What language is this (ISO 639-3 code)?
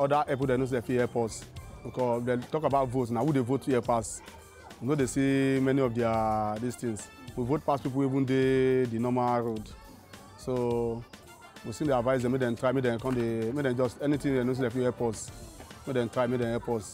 pcm